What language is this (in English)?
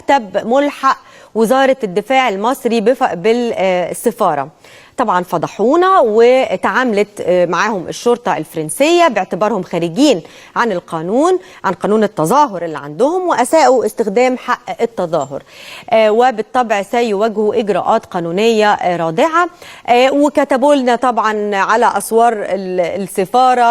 Egyptian Arabic